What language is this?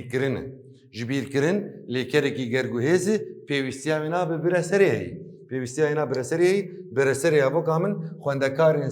Kurdish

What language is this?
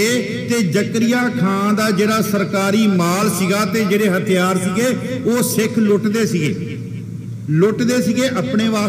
Punjabi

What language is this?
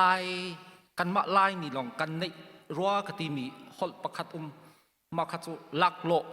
Hakha Chin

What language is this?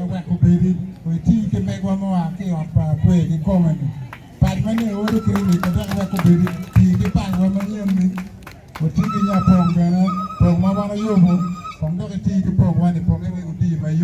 Acoli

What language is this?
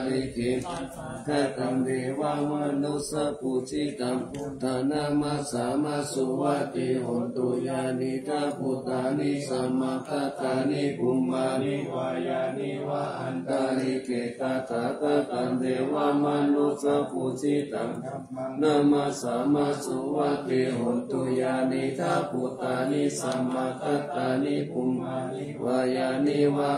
Pali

